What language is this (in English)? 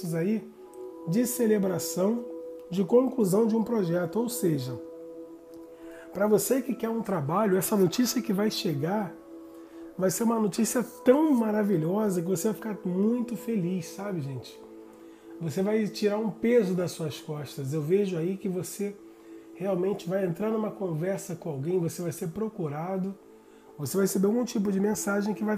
Portuguese